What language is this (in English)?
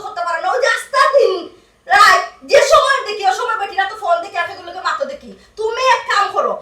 Sylheti